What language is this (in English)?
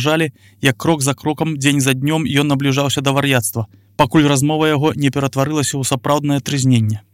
Belarusian